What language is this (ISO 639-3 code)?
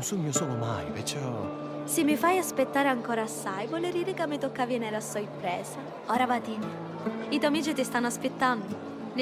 scn